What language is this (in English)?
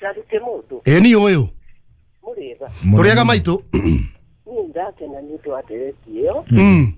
Kikuyu